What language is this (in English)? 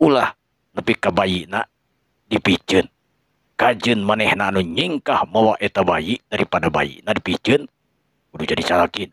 Sundanese